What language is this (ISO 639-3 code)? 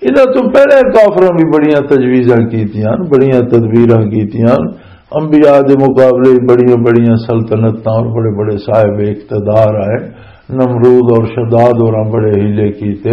lah